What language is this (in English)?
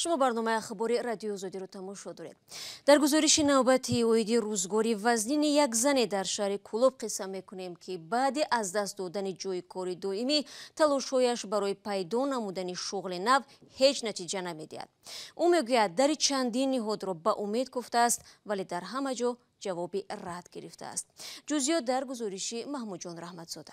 Tajik